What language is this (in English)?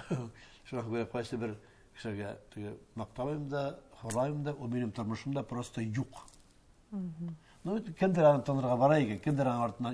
Tatar